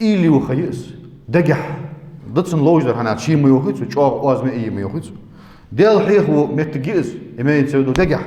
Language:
Ingush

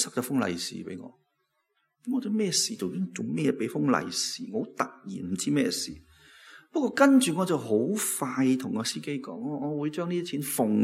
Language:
Cantonese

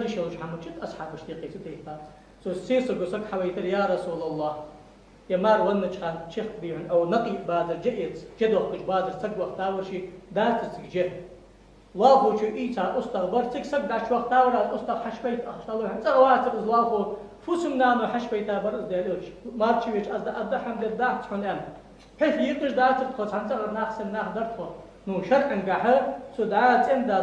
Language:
Ingush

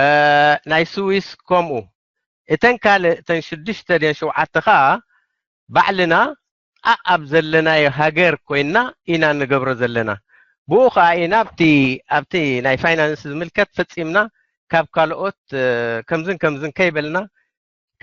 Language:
Tigrinya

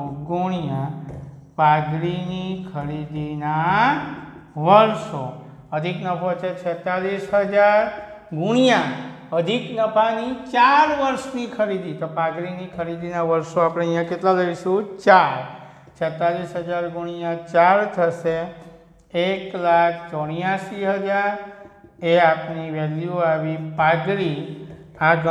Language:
Gujarati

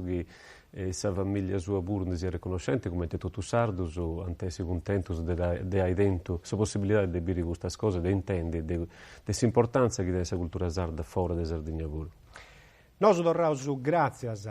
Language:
Sardinian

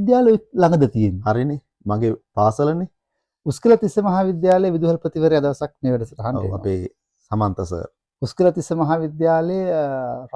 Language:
Sinhala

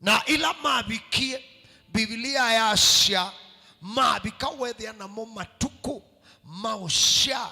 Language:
Kamba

